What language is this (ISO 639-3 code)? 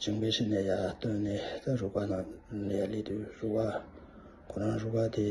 bod